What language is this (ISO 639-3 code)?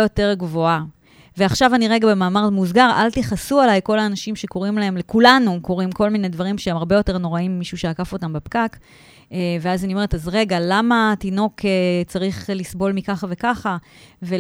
heb